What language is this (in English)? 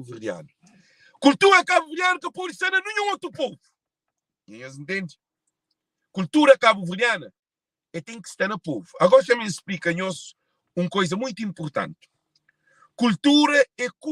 Kabuverdianu